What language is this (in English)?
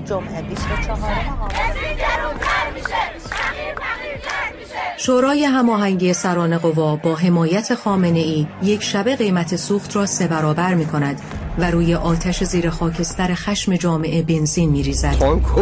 Persian